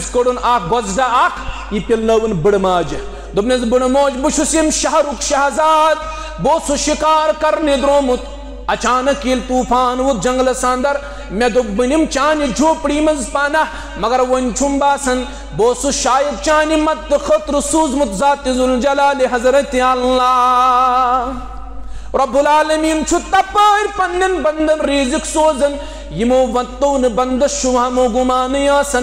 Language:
Kashmiri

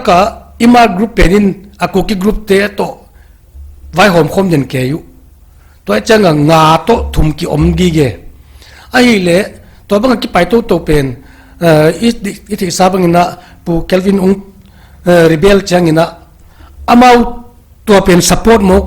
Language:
Paite Chin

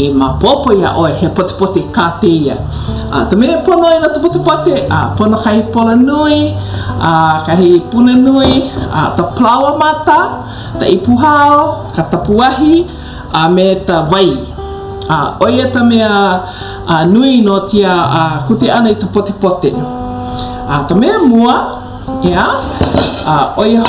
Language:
Hawaiian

